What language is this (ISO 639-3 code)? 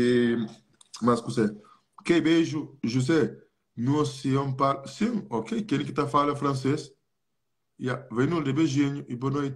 kea